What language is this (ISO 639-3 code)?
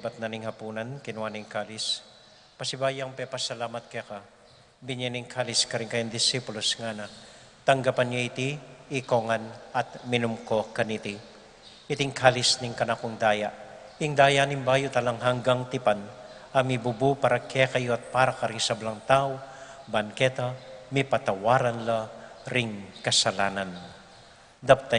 pam